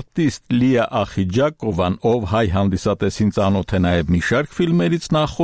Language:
Armenian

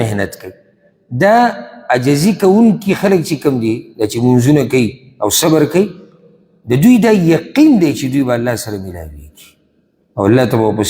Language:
Pashto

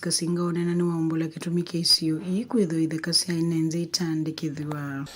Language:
Kamba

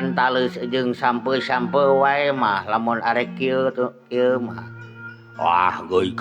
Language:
Sundanese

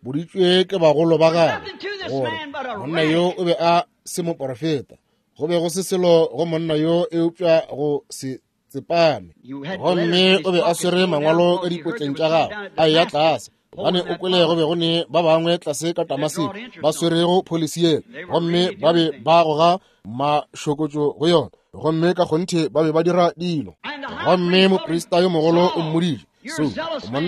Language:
Northern Sotho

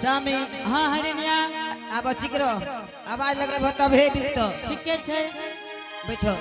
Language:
Angika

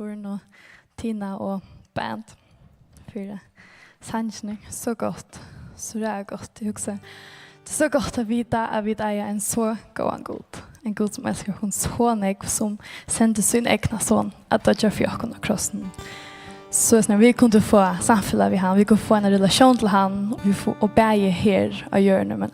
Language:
Faroese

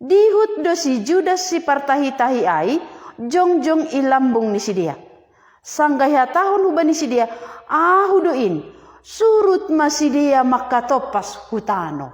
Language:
Batak Simalungun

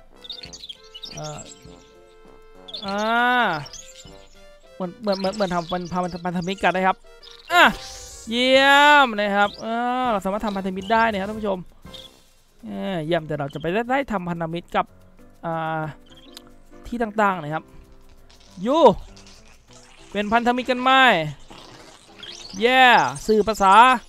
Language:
Thai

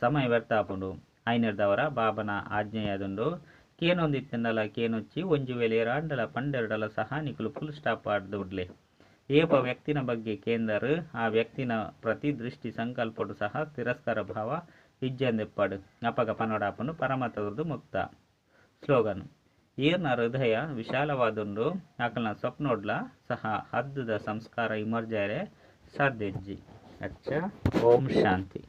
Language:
Tulu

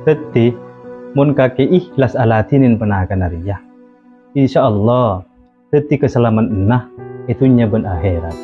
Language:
Madurese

